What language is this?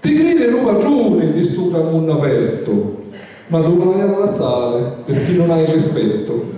Sicilian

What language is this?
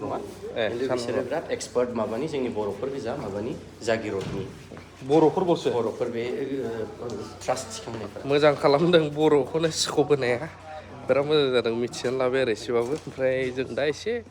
Bodo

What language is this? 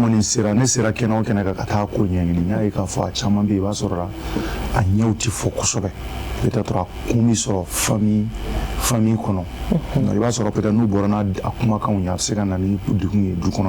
Bambara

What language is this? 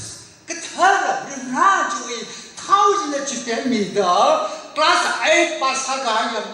Tangkhul Naga (India)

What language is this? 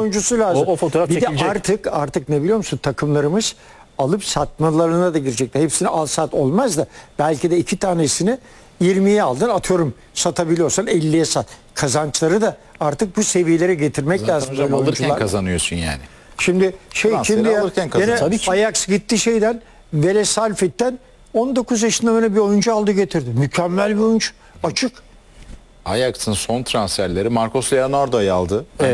Turkish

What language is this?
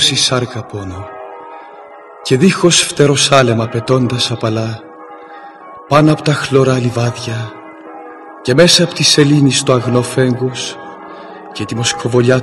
Greek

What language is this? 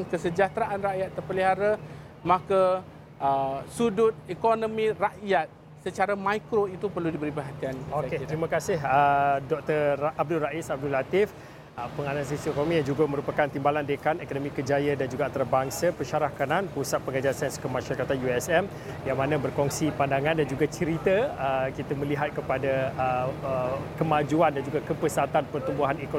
Malay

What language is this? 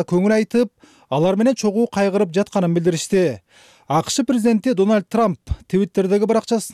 Kyrgyz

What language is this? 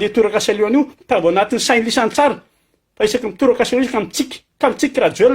Malagasy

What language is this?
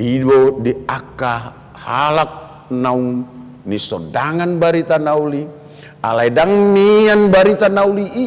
Batak Toba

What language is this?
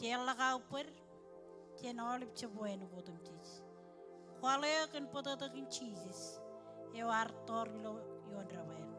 Marshallese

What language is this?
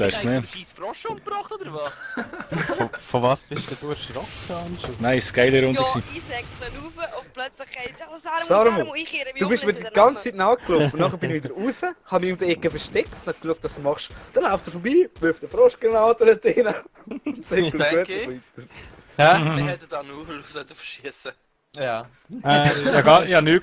Swiss German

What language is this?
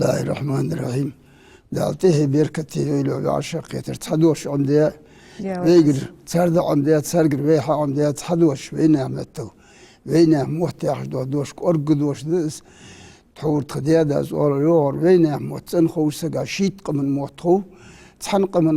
Ingush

